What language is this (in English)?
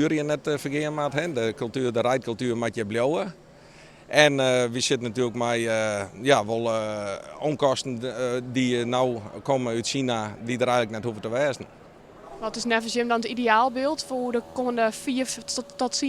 Western Frisian